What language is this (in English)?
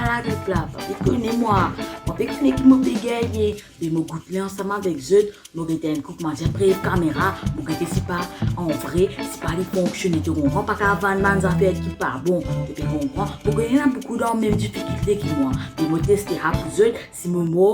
Morisyen